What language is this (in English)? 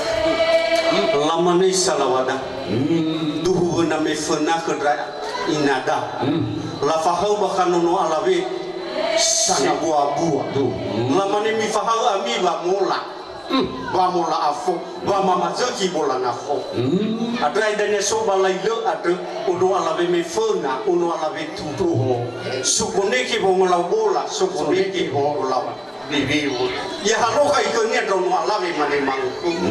Nias